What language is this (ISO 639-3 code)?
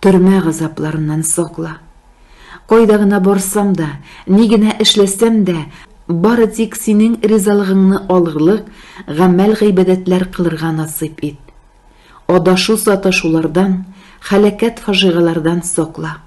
tat